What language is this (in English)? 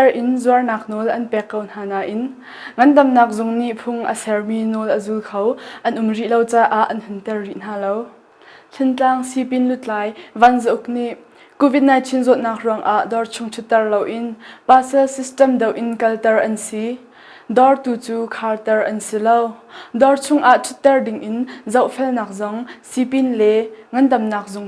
Hakha Chin